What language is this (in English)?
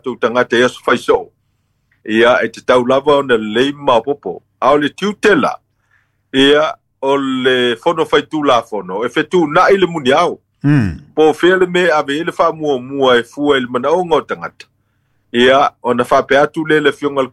Samoan